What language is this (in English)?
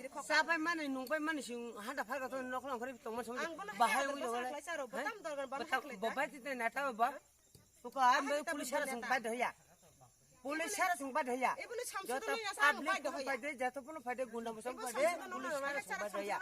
Kok Borok